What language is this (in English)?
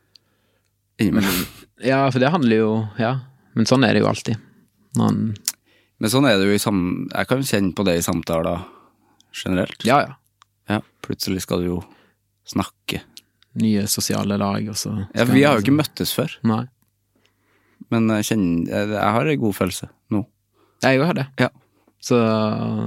Norwegian